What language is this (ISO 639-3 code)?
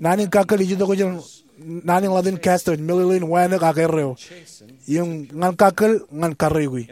mah